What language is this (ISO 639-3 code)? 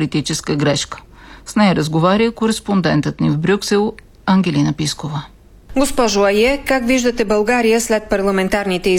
bul